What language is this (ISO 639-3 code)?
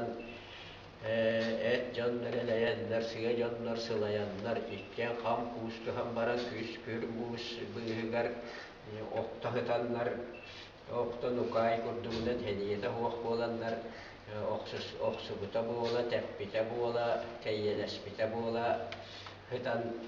sah